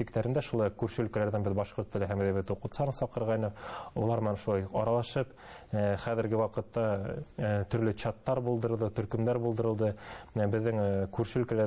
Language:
Bashkir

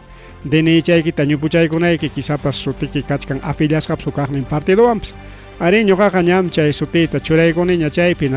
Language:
Ayacucho Quechua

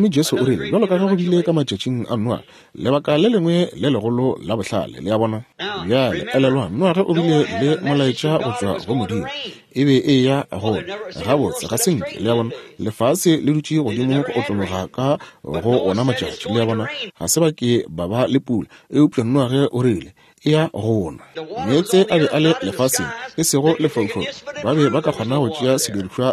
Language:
Northern Sotho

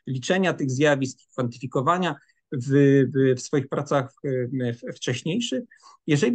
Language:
Polish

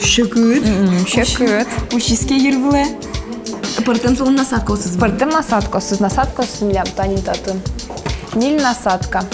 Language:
Udmurt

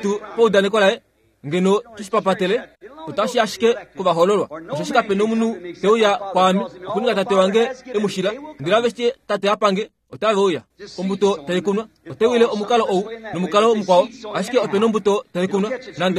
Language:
Kuanyama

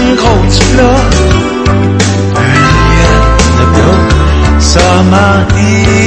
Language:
Danish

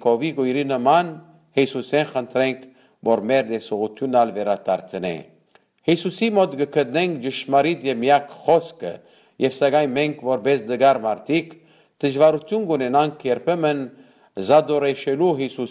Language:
Western Armenian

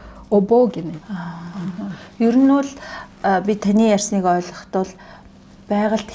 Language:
Mongolian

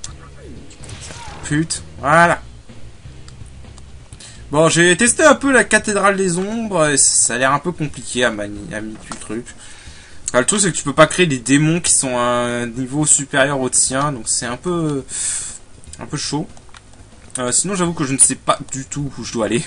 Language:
French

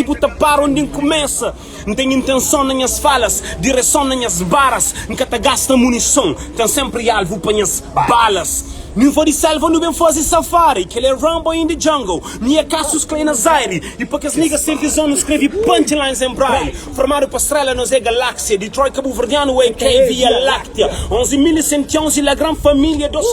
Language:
Kabuverdianu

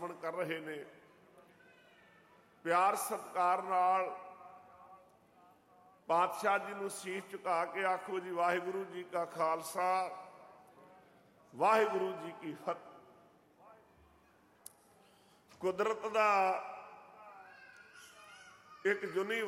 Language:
Punjabi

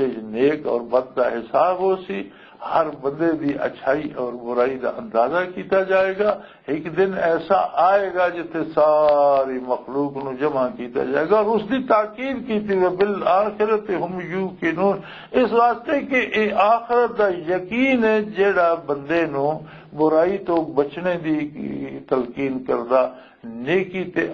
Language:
Western Panjabi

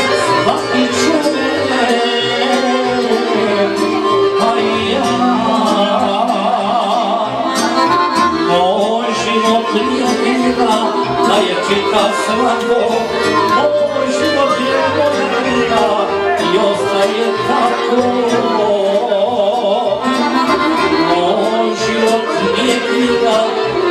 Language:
Croatian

